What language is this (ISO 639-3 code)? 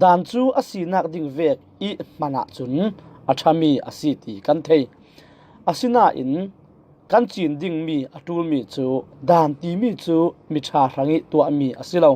cfm